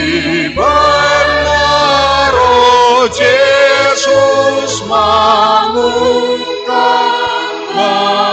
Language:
Batak Simalungun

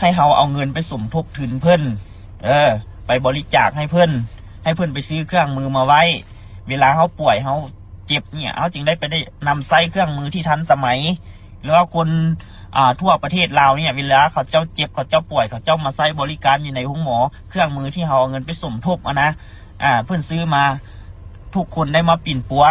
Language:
Lao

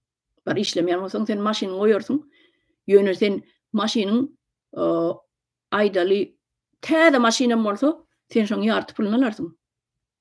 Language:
Turkmen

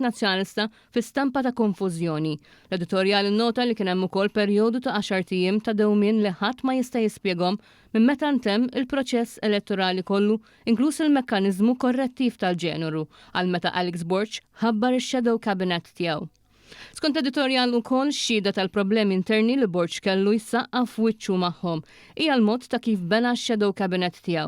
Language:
Maltese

